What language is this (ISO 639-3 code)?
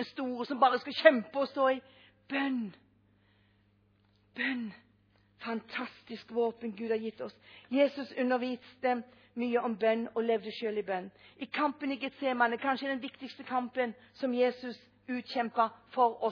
nor